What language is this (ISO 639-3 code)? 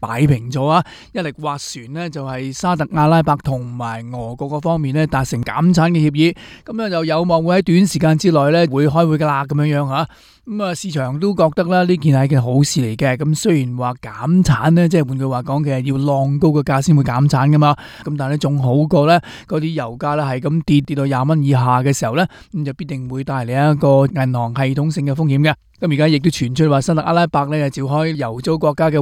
yue